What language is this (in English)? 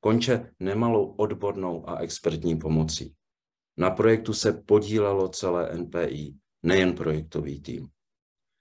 Czech